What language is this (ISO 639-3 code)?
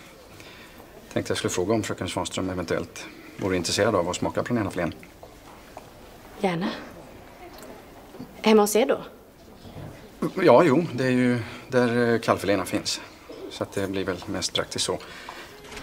swe